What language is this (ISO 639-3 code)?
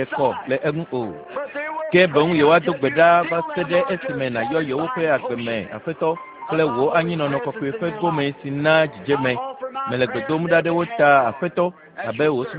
ewe